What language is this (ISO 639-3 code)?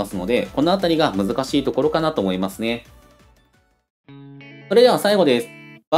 jpn